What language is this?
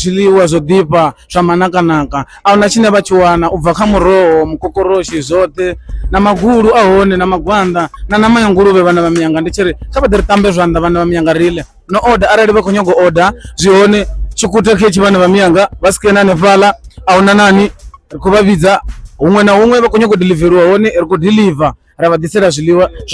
Venda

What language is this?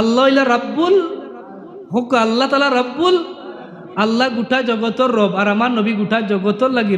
Sylheti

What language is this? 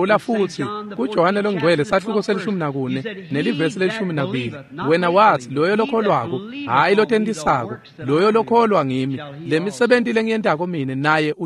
Swati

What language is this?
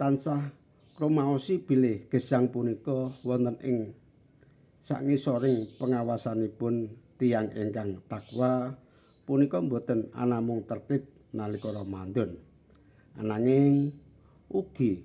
Javanese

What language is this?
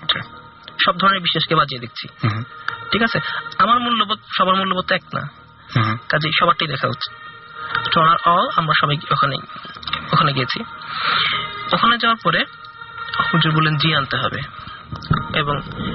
Bangla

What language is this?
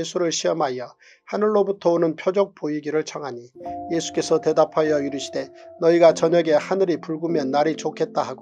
Korean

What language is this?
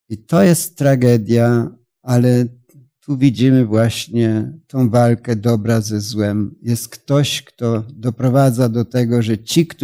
Polish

